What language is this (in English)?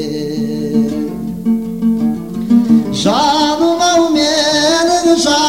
Kazakh